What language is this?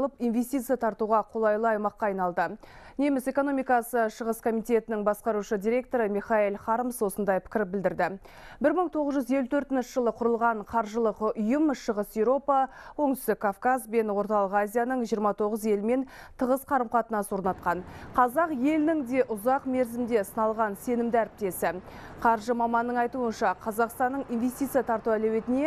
Kazakh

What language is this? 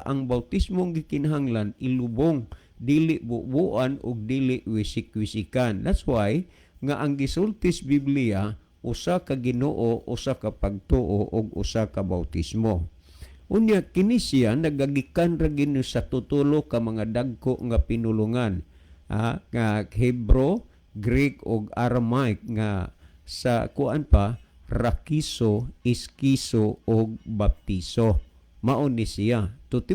Cebuano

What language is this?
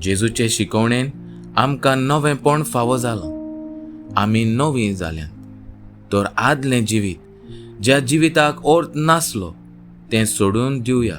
Konkani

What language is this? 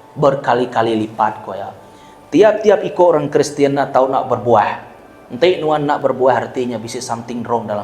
Iban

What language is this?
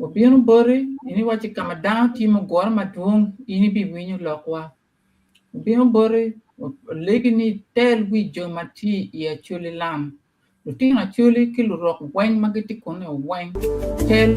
Acoli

